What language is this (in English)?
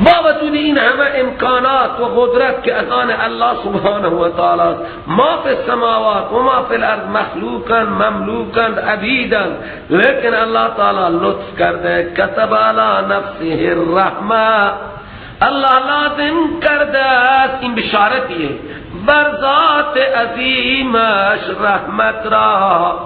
Persian